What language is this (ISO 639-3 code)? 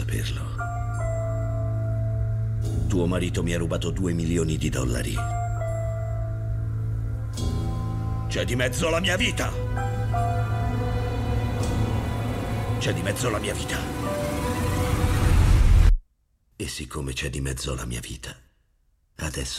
ita